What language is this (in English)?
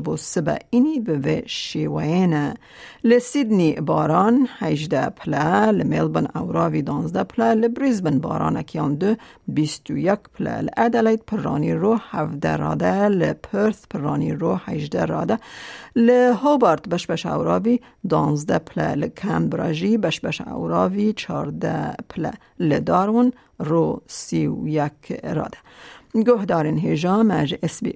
Kurdish